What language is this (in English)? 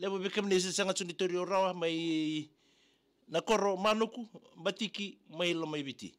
Fijian